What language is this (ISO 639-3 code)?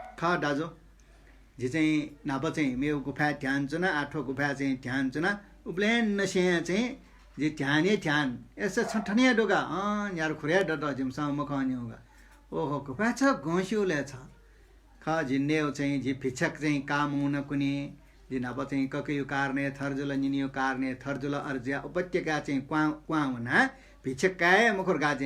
new